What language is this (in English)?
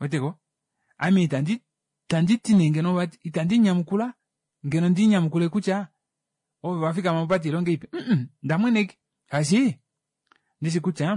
Kuanyama